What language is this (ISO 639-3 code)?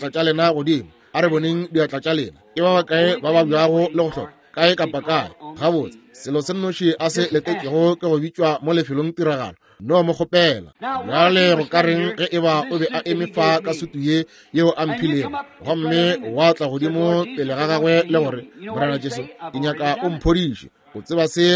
nso